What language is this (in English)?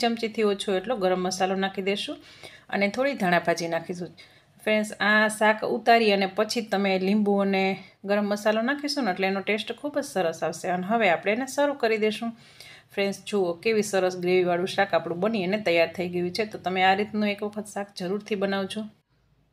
Gujarati